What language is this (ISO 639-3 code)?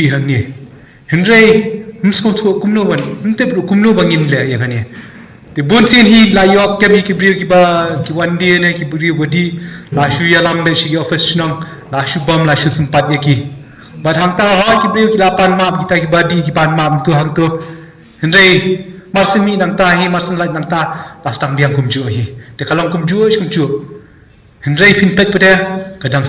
kha